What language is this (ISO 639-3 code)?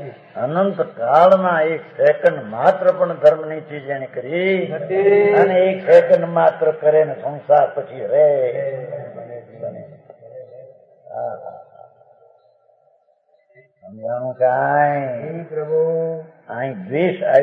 guj